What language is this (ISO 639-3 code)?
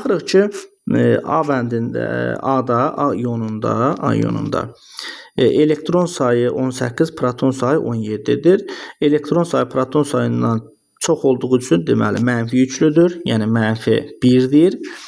aze